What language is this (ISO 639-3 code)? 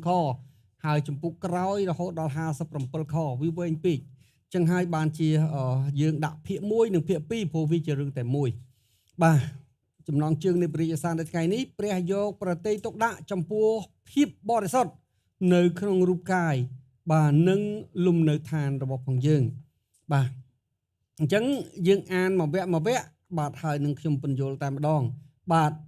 khm